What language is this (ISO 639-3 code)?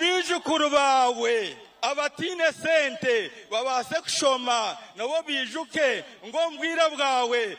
nyn